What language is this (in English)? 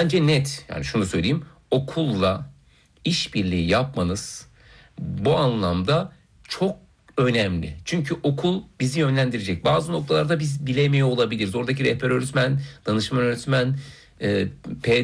Turkish